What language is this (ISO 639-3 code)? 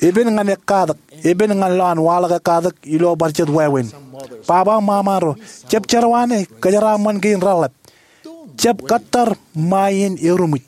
mah